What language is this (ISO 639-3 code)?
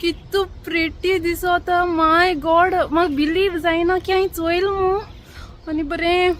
kok